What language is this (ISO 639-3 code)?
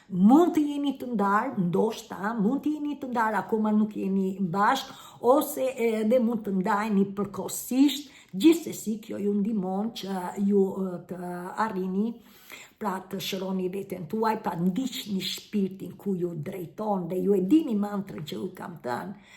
sqi